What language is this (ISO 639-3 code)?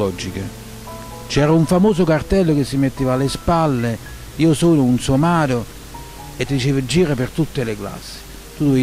ita